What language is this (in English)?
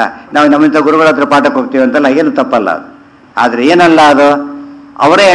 Kannada